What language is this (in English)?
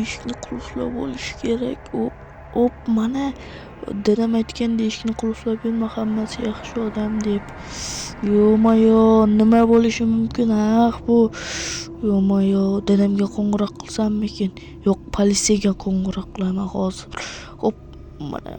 Uzbek